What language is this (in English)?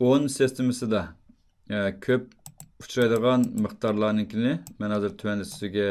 Uyghur